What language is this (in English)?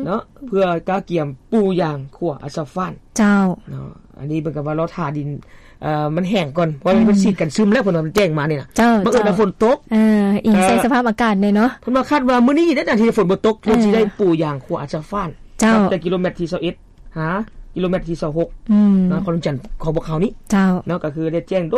Lao